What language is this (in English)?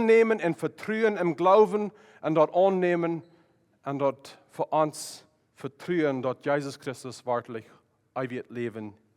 Plautdietsch